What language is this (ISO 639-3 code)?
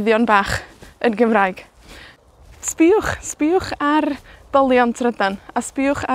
cym